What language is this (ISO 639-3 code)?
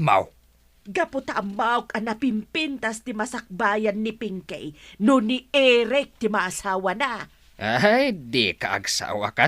ilo